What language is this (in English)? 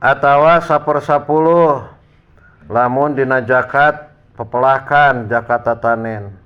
Sundanese